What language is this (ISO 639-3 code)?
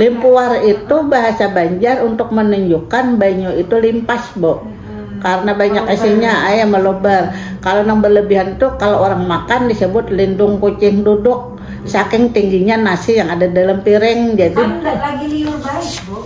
bjn